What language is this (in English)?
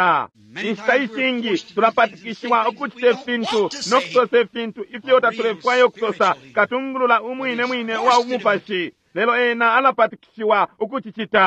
Bemba